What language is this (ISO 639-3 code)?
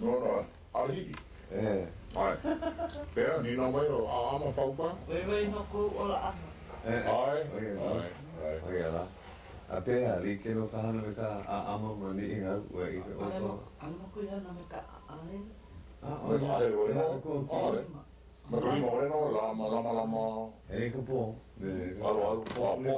haw